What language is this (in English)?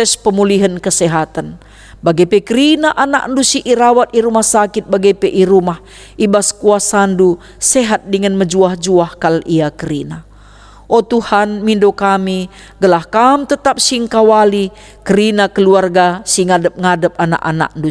Batak Karo